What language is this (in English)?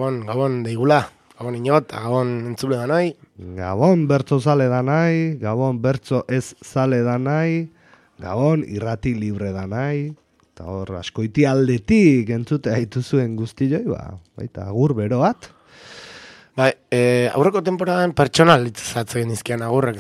Basque